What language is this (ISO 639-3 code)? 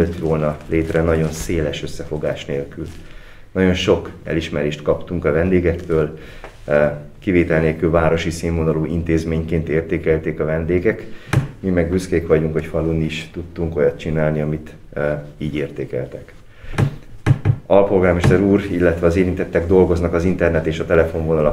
hun